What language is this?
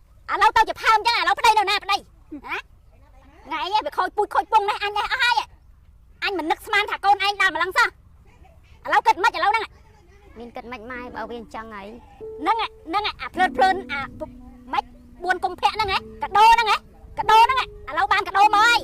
Khmer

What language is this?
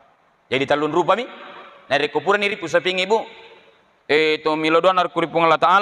Buginese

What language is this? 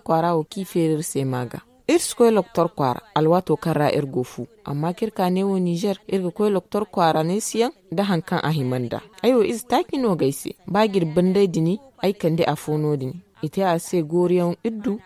Zarma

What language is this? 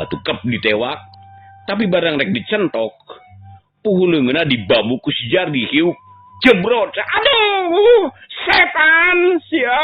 Sundanese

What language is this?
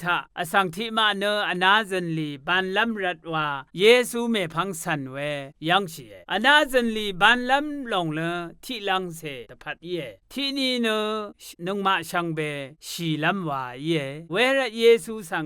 Rawang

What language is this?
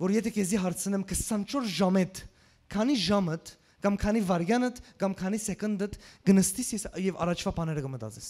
Western Armenian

